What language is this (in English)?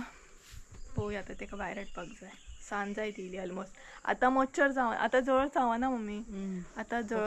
Konkani